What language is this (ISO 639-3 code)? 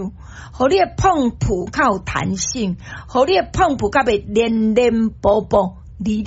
nan